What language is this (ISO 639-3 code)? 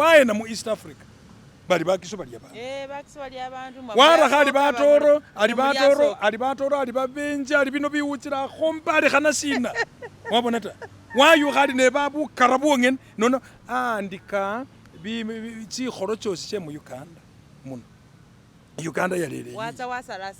myx